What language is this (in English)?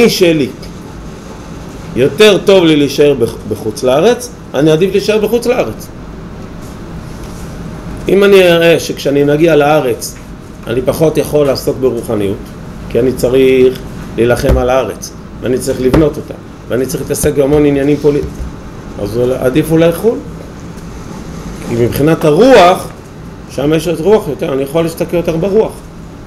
Hebrew